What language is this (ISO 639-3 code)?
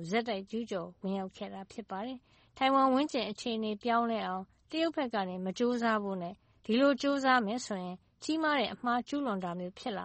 mya